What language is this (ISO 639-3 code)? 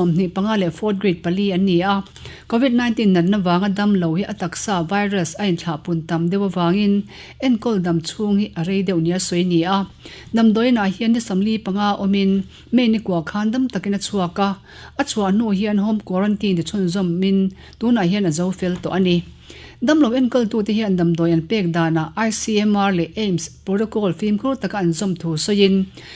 lus